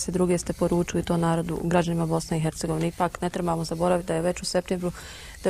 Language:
Bosnian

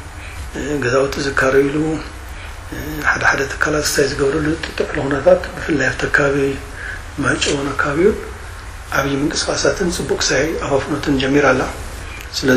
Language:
Tigrinya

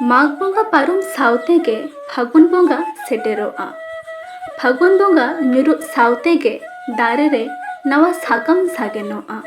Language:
Santali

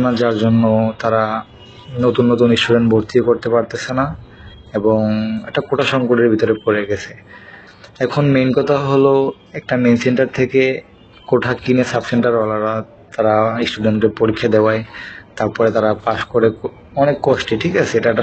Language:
Bangla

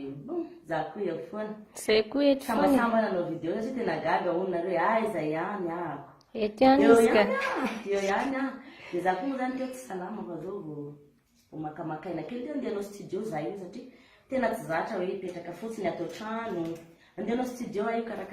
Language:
Malagasy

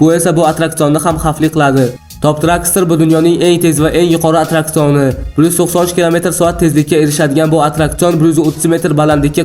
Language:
Uzbek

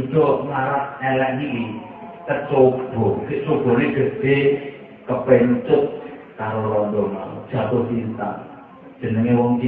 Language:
Javanese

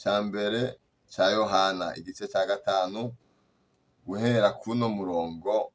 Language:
Rundi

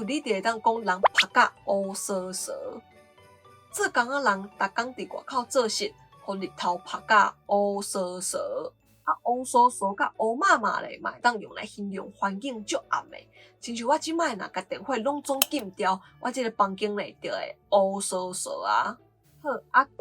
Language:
Min Nan Chinese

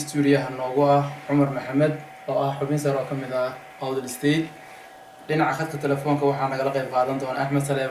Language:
Somali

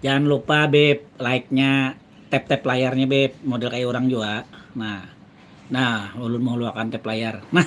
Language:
Banjar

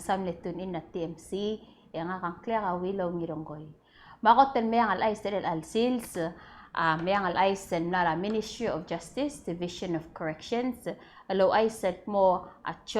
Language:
Palauan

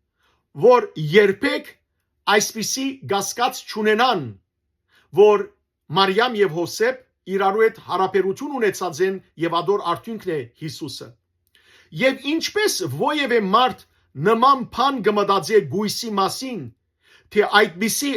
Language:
Western Armenian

